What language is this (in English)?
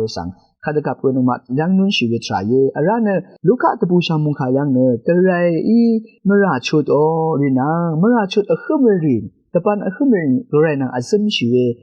Rawang